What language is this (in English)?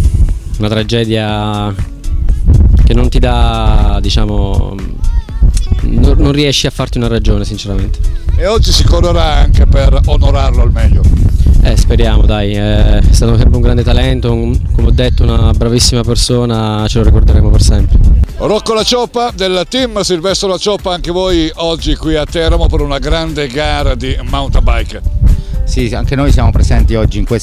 Italian